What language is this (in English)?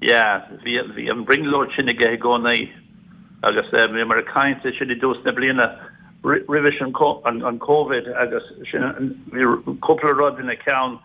Irish